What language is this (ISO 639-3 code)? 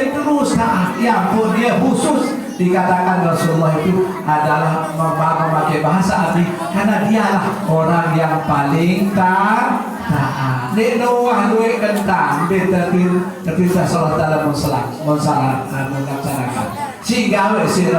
sas